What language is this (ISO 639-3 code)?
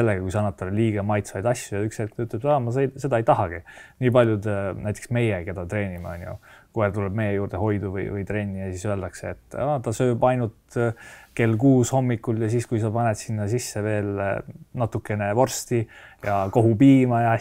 est